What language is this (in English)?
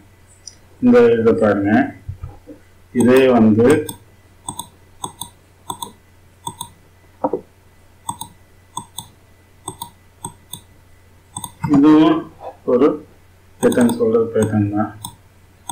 Tamil